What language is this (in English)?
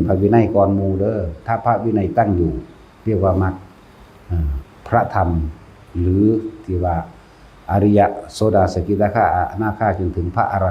Northeastern Thai